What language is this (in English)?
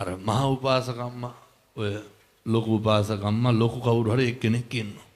Sinhala